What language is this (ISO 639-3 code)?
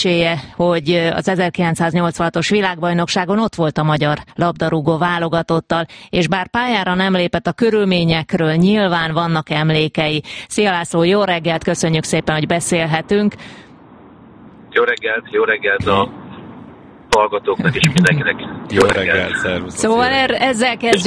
hun